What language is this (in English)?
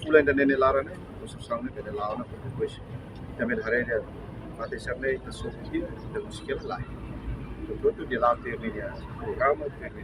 Tetum